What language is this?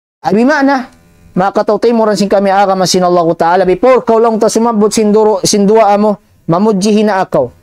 Tausug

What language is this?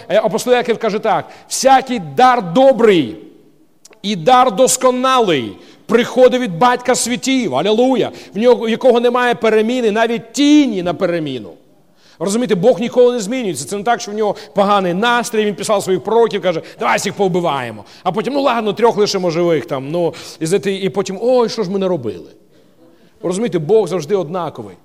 Ukrainian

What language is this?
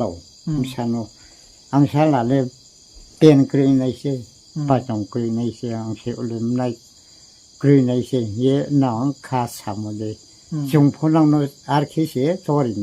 Riang (India)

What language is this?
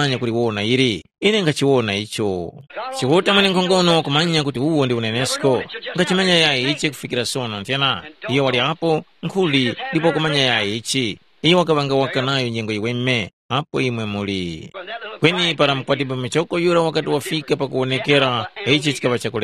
Tumbuka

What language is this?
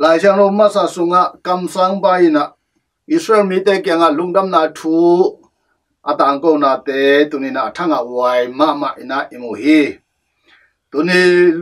Tedim Chin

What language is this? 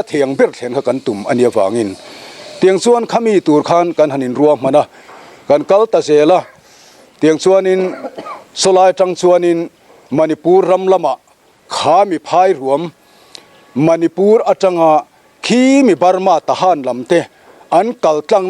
Mizo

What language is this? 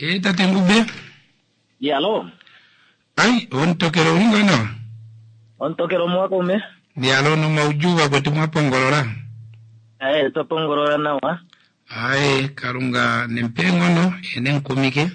Kuanyama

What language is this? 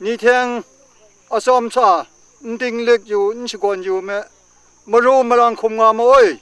Kachin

